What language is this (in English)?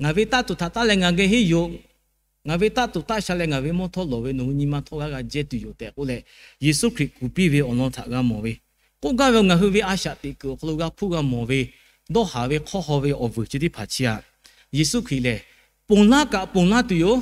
Lahu